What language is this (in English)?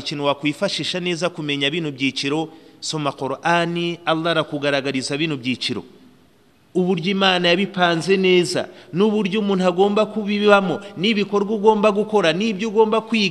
Kinyarwanda